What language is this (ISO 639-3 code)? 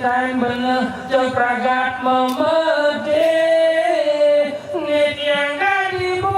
ban